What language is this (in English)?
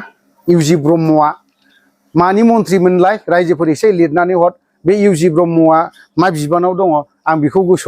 Bodo